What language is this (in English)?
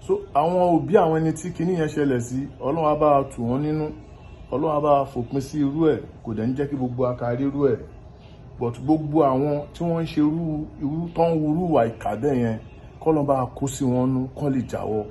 Yoruba